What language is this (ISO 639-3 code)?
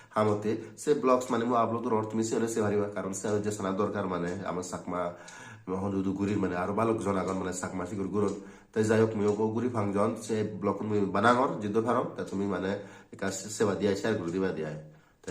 ccp